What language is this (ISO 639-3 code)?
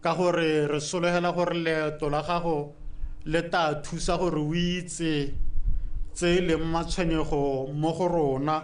tsn